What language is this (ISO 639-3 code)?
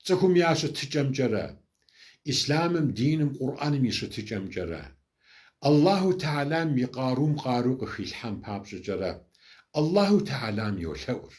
kbd